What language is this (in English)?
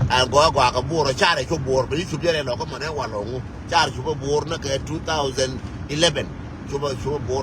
Nuer